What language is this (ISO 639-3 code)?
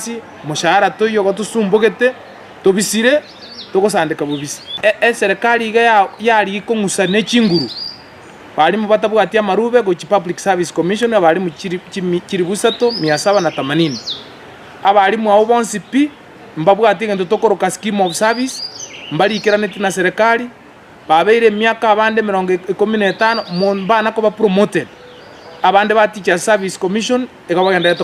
guz